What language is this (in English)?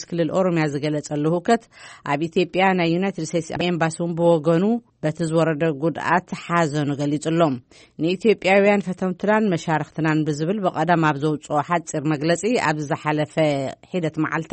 Tigrinya